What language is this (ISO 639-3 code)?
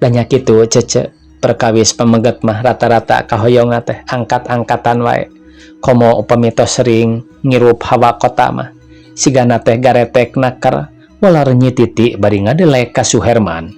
sun